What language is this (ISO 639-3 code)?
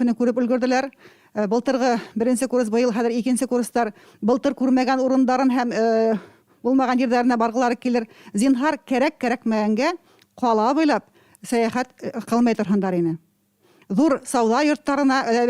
bak